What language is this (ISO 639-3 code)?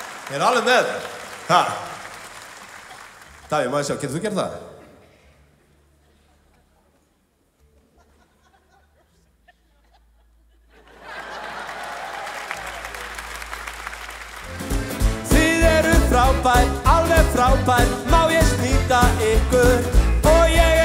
isl